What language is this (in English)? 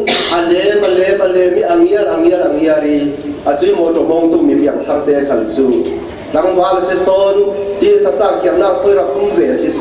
Falam Chin